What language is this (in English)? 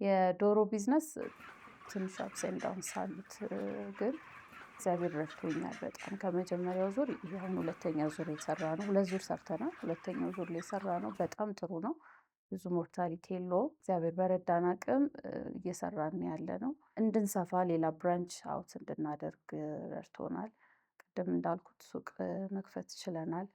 Amharic